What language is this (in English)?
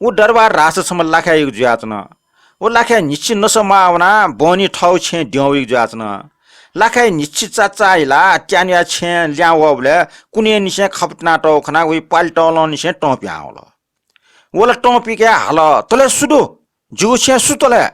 Newari